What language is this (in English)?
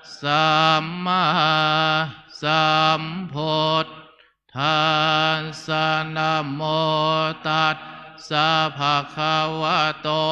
Pali